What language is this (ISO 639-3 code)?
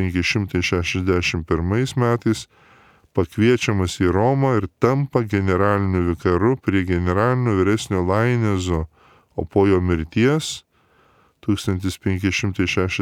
lit